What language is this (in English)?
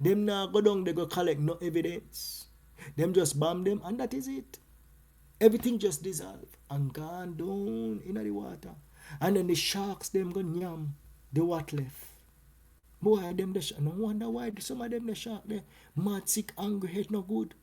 Jamaican Creole English